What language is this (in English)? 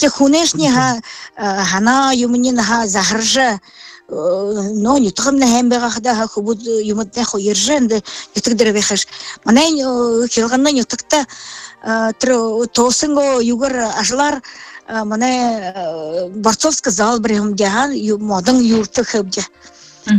Buriat